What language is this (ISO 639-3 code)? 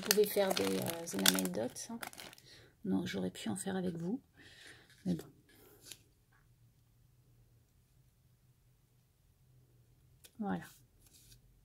fra